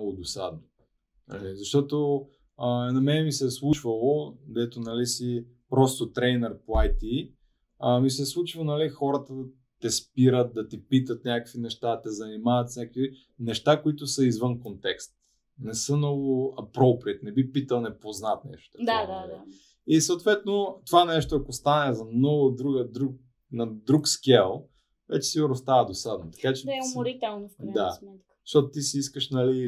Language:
Bulgarian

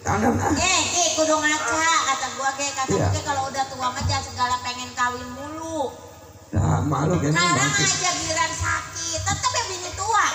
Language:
Betawi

